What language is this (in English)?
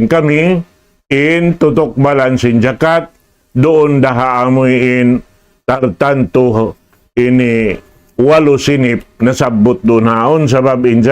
Tausug